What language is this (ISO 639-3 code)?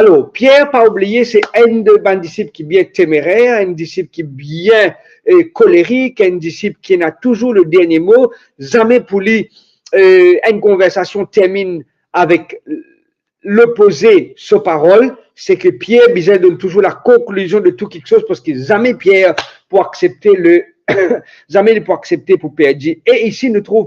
mfe